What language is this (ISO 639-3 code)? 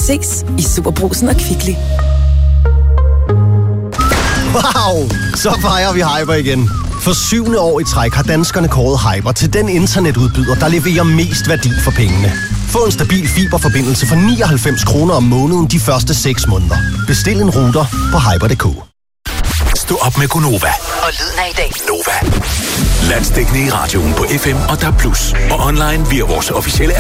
dan